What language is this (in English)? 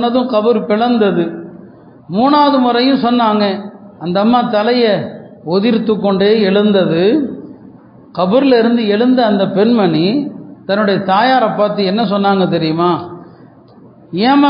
Tamil